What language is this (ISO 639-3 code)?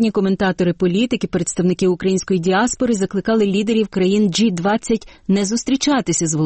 ukr